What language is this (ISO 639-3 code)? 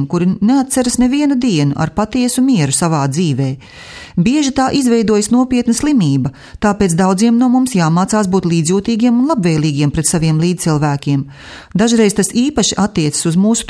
lav